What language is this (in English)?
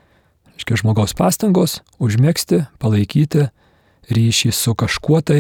Lithuanian